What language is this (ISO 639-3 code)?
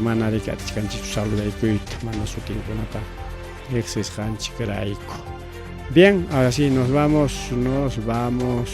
quy